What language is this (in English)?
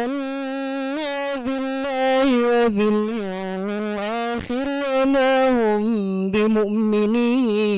Egyptian Arabic